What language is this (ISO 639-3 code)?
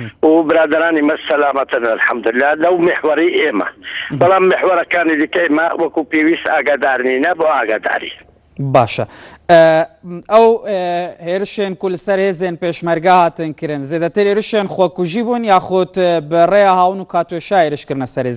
ckb